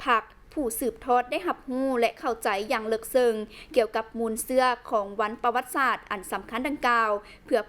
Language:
Lao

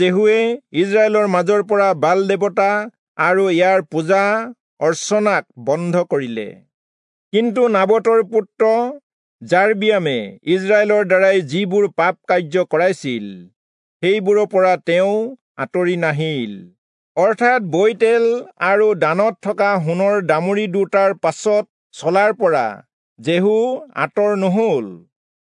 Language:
Assamese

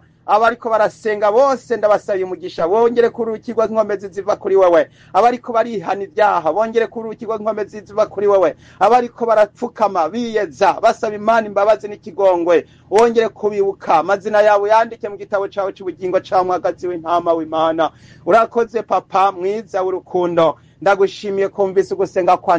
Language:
Rundi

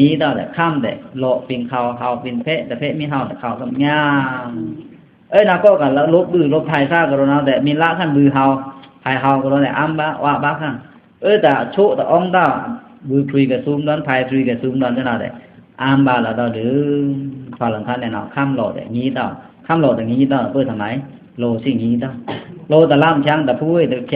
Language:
Pa'o Karen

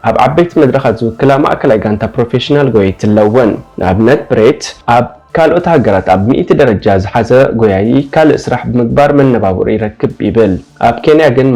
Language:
Tigrinya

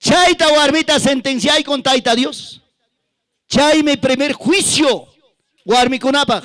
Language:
Ayacucho Quechua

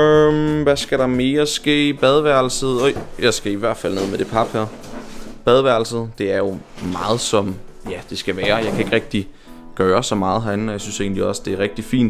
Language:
Danish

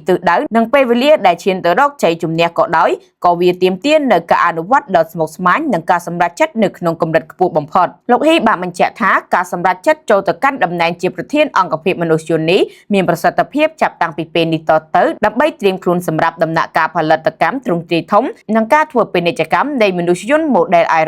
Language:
Khmer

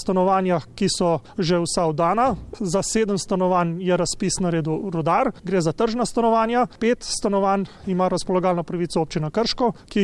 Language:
Slovenian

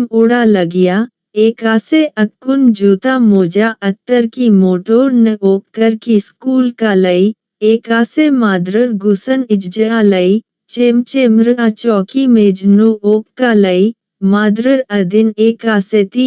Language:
Kurukh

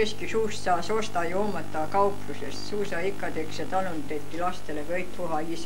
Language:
Estonian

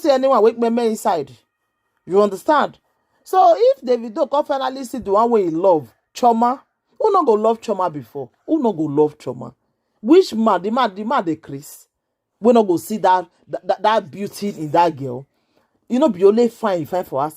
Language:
Nigerian Pidgin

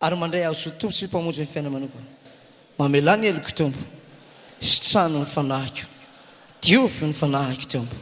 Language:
Malagasy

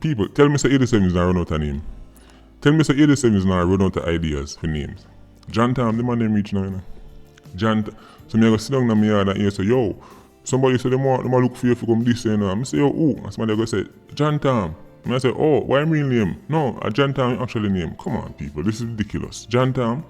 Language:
Jamaican Creole English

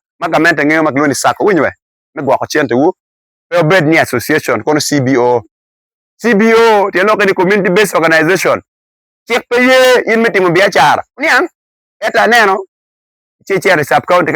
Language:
Acoli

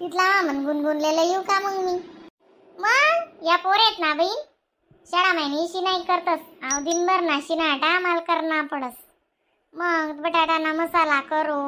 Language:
Khandesi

